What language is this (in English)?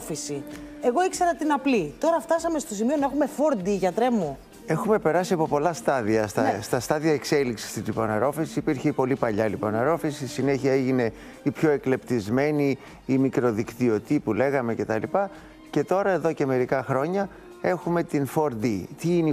Greek